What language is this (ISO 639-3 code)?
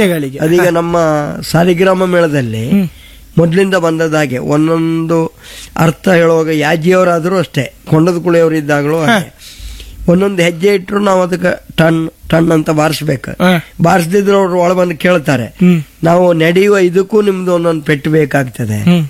kan